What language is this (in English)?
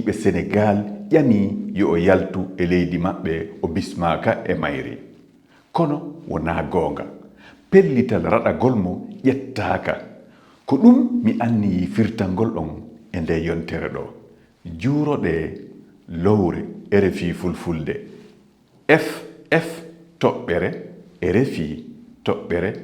Fula